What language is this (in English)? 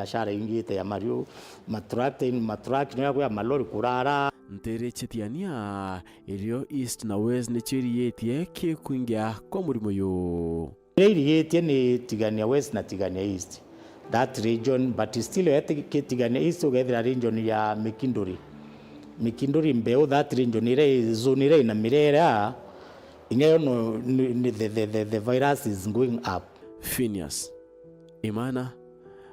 Meru